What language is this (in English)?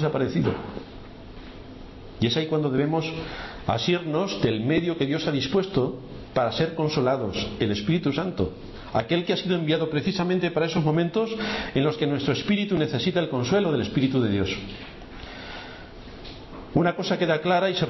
Spanish